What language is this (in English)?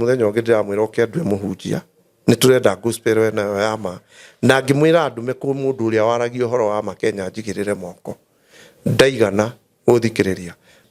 Kikuyu